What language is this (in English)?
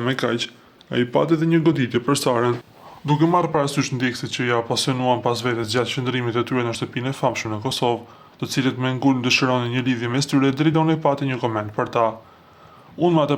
Albanian